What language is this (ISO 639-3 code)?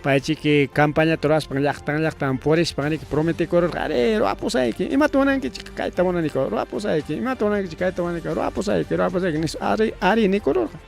quy